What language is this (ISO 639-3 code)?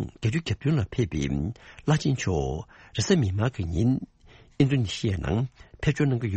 bod